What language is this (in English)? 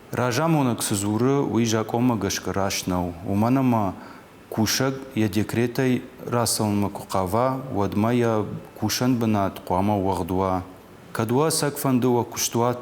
Ossetic